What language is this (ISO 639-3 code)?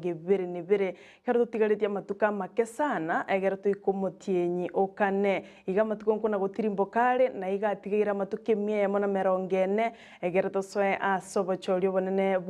guz